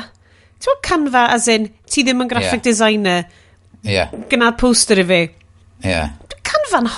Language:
Welsh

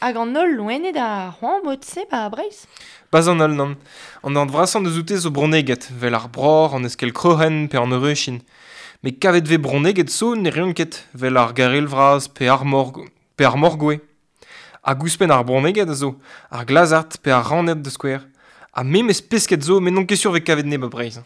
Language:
Breton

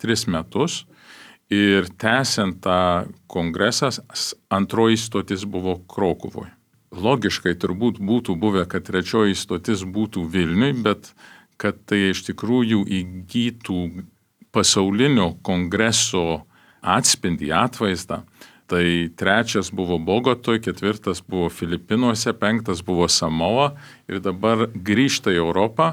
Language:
Lithuanian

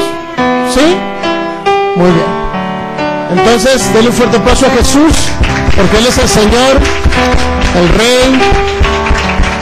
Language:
Spanish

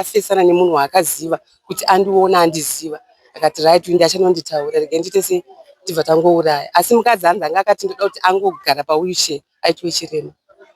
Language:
Shona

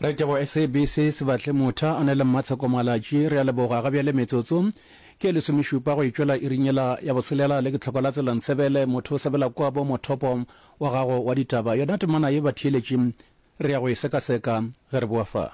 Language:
Northern Sotho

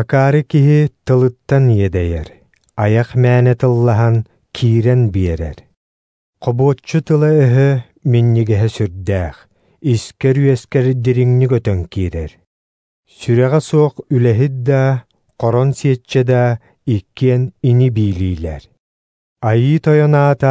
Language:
Yakut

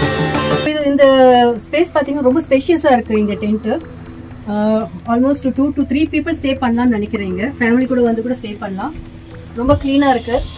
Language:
Tamil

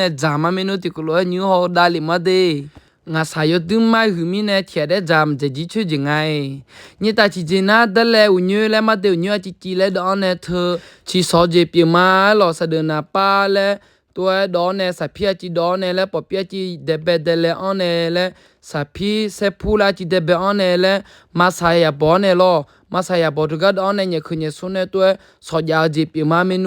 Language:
Akha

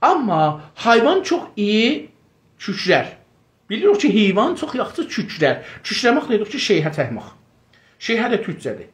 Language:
South Azerbaijani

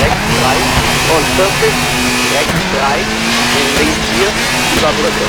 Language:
Bavarian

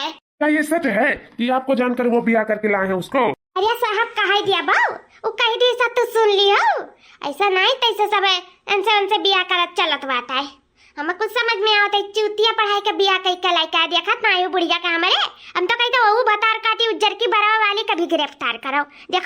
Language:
Awadhi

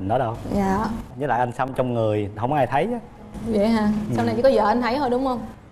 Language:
Vietnamese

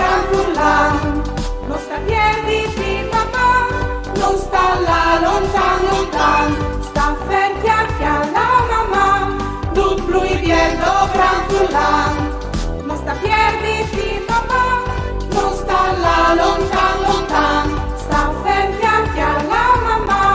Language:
Friulian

